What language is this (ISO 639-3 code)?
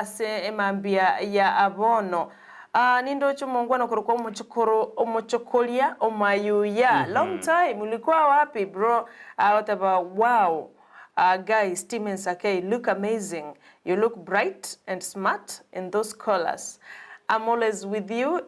guz